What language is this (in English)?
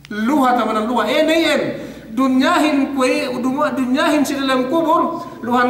Yakan